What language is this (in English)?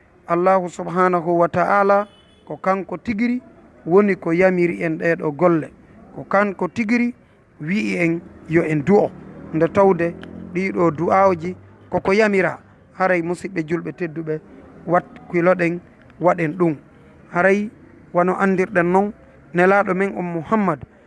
Fula